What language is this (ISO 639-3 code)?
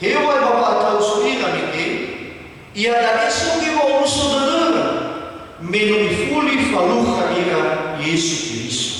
nia